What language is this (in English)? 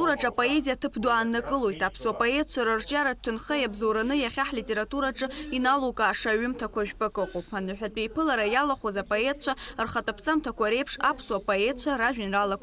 Abkhazian